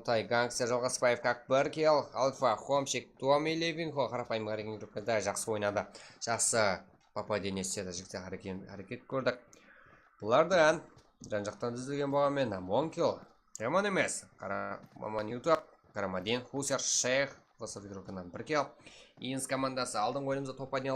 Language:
Kara-Kalpak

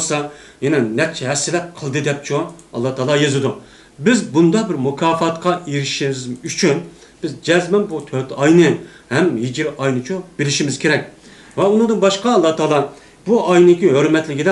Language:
Uyghur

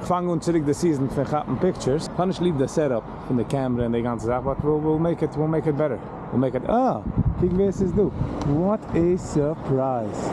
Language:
Yiddish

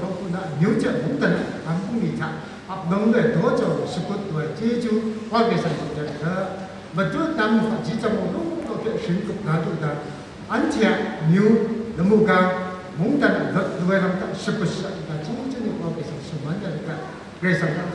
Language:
Kachin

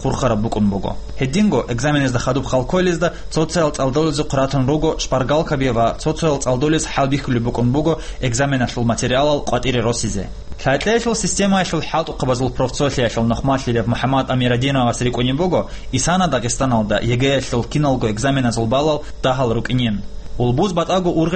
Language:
Avaric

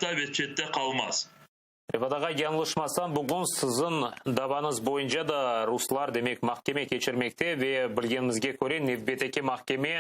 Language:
Crimean Tatar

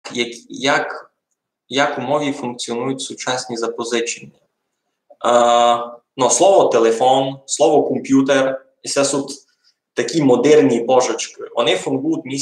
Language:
Rusyn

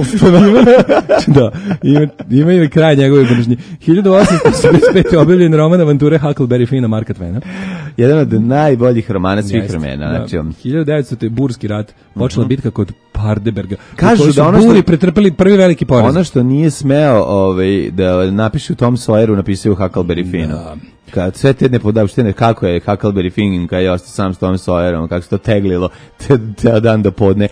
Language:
Serbian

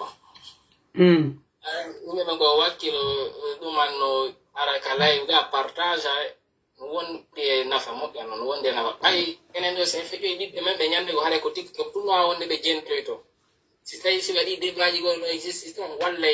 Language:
Pular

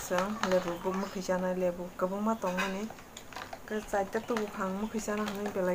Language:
Kok Borok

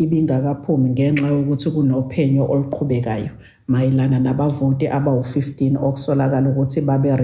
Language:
Zulu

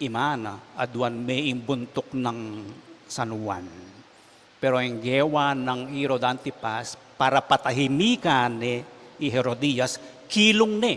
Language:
Pampanga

